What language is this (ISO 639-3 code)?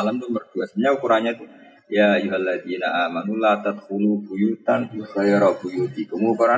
ind